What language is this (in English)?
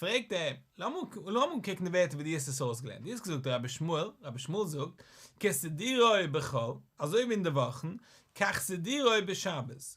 Yiddish